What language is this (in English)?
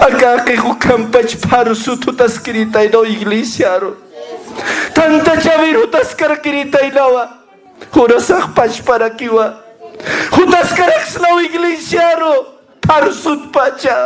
Aymara